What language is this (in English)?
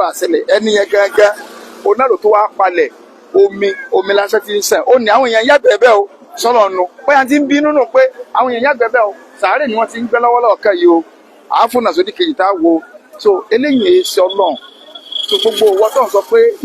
Yoruba